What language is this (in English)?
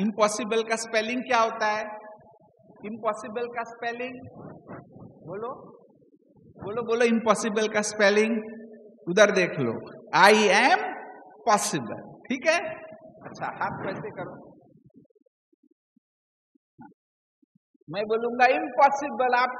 Hindi